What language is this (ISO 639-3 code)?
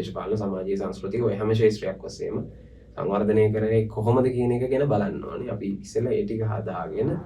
sin